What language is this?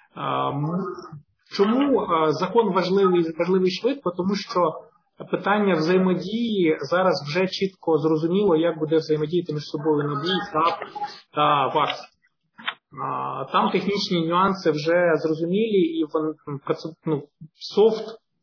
Ukrainian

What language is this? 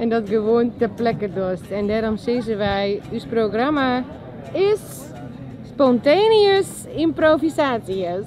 Western Frisian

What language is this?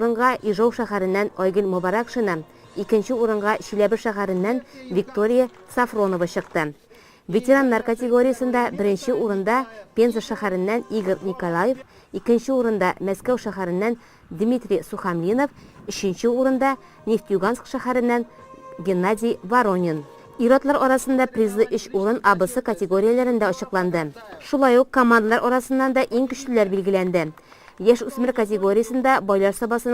Tatar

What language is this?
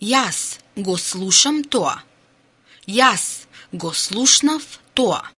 Macedonian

